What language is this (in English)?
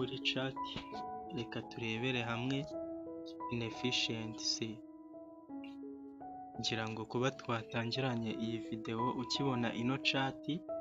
Kinyarwanda